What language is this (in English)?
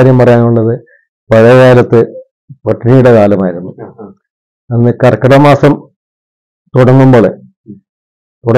Malayalam